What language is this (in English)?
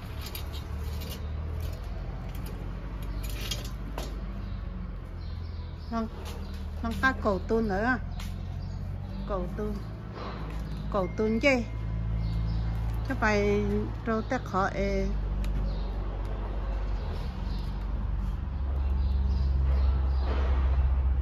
Vietnamese